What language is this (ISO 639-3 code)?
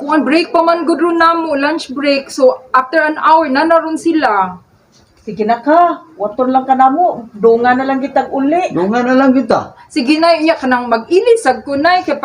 ceb